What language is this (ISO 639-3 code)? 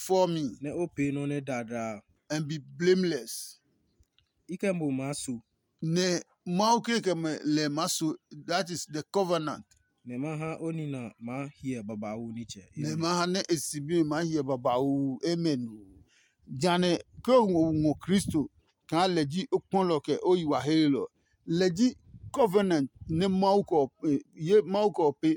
ada